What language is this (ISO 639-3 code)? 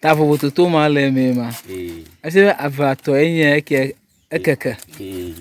ewe